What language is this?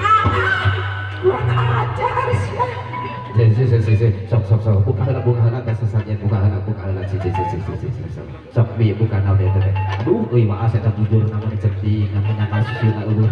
Sundanese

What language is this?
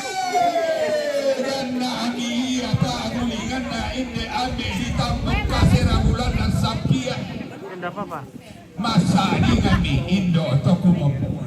Toraja-Sa'dan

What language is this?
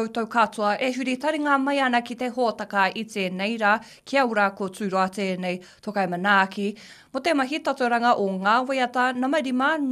Māori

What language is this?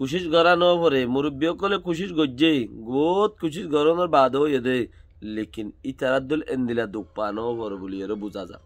Rohingya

